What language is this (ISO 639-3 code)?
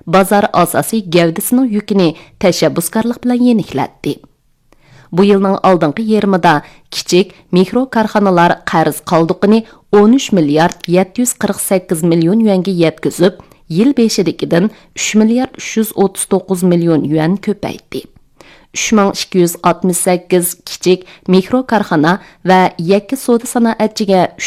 uig